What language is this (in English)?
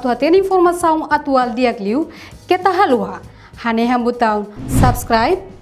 Tetum